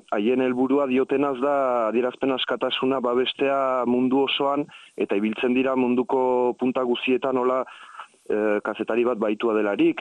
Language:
Basque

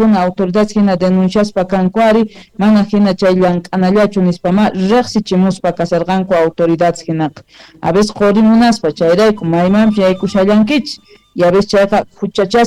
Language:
South Bolivian Quechua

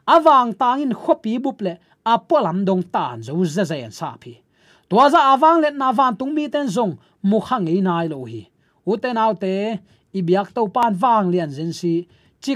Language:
Tedim Chin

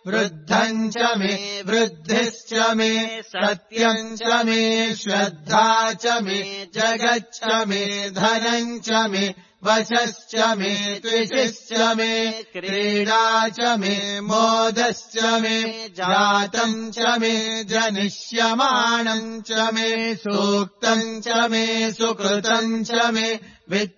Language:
Sanskrit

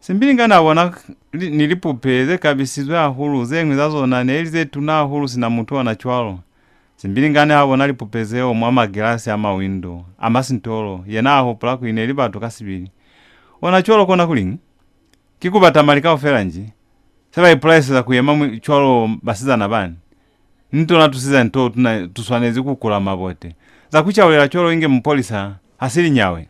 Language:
Lozi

